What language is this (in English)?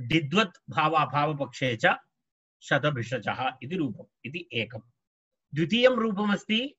Sanskrit